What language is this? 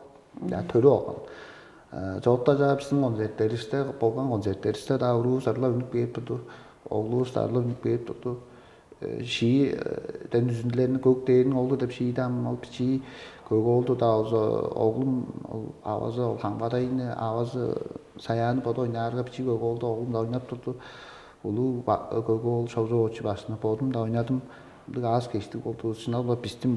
Tuvinian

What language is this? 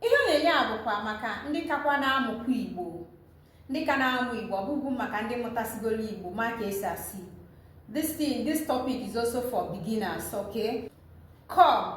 Igbo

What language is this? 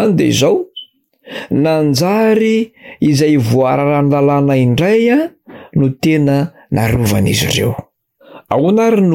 Malagasy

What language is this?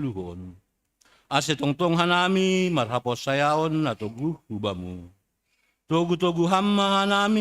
Batak Simalungun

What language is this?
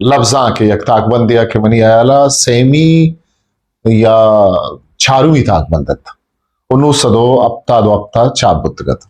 Eastern Balochi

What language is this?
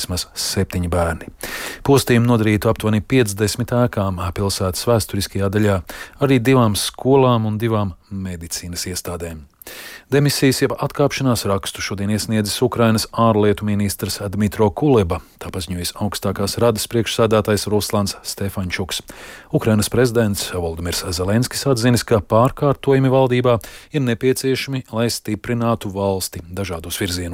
Latvian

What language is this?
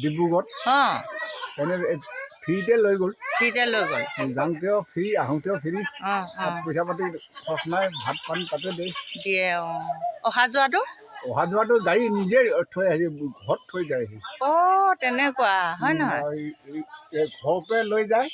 Assamese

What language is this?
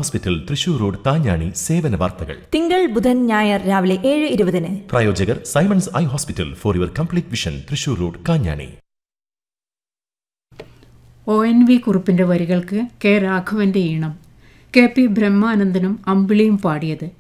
Malayalam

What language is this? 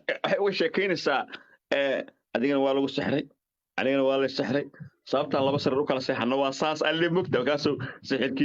Somali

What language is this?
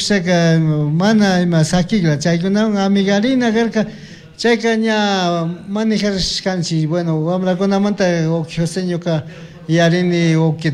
Chimborazo Highland Quichua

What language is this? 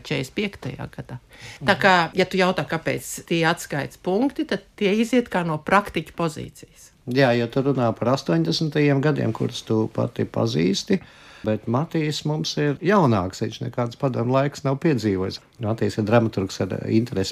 Latvian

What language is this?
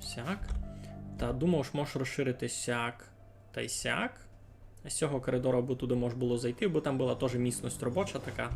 Rusyn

